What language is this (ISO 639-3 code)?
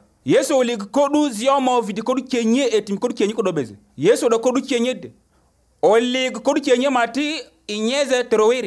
aze